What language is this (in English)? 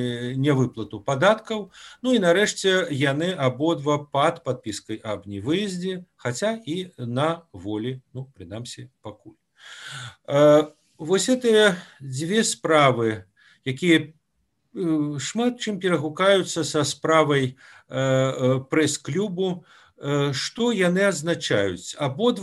Belarusian